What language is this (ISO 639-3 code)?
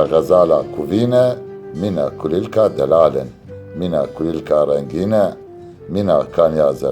kur